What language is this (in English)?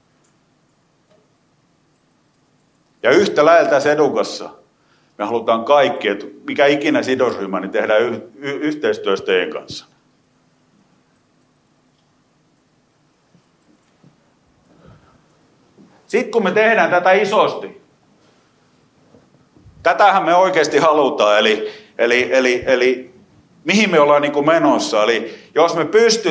Finnish